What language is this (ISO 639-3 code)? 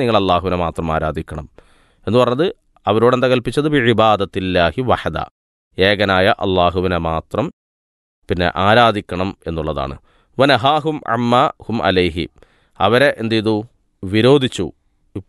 mal